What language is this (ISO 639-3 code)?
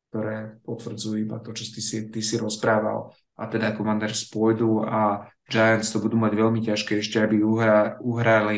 slk